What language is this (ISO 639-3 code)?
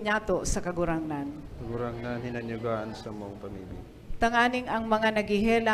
bik